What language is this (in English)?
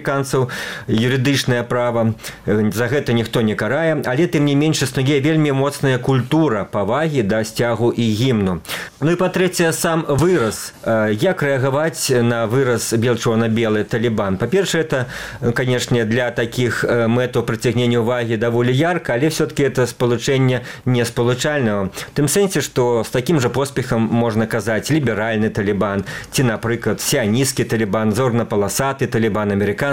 Belarusian